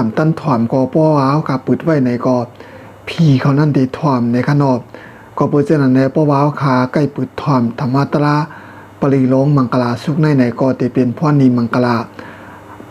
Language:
Shan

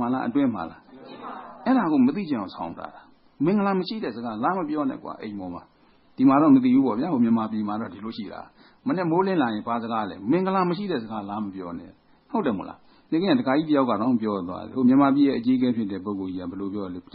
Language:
Burmese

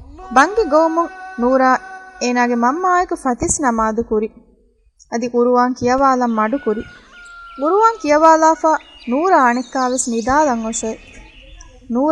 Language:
Divehi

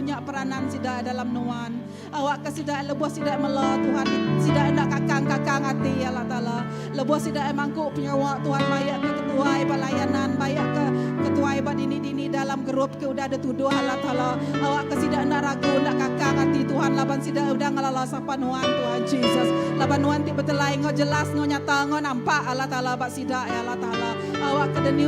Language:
Iban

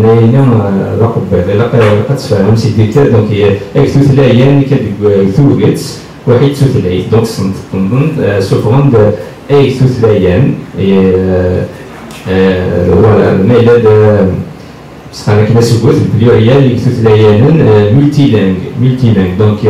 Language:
Kabyle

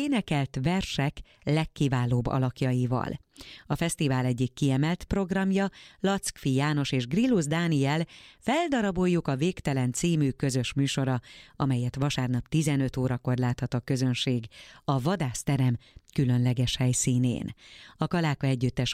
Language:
Hungarian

